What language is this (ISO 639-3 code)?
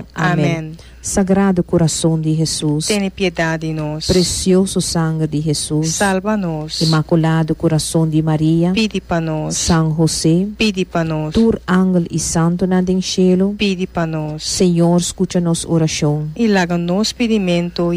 pap